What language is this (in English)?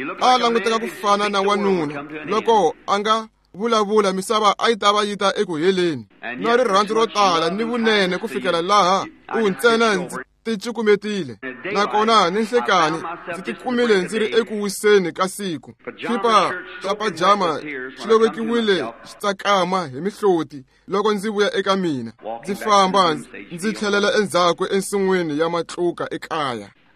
Tsonga